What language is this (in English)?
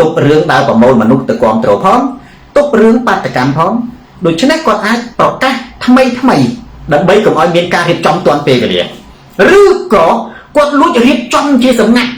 Khmer